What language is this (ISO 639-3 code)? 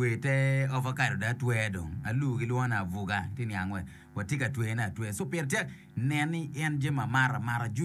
ach